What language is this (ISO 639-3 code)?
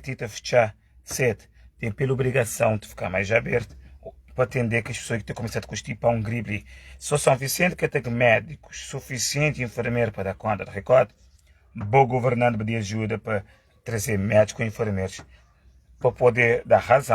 kea